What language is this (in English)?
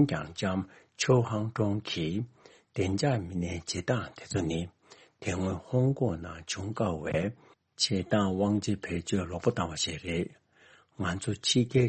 Tibetan